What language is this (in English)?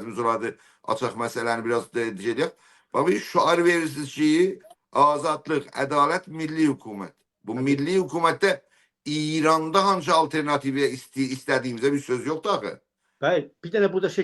South Azerbaijani